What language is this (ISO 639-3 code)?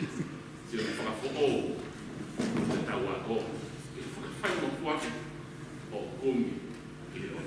ton